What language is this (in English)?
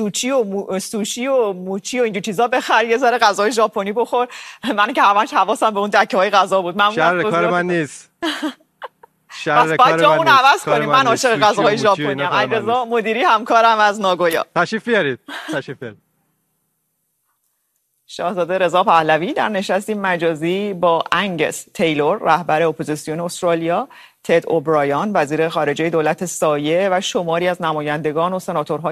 Persian